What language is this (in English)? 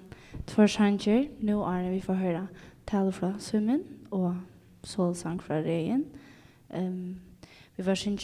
Faroese